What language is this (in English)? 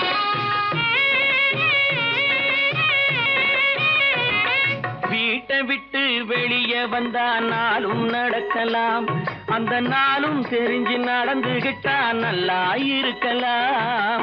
Tamil